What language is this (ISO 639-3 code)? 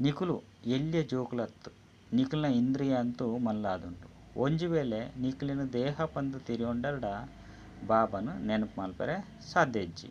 tcy